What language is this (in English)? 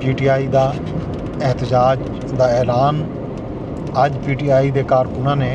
Saraiki